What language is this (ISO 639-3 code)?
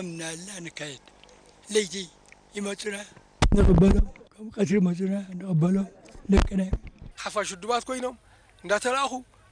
tir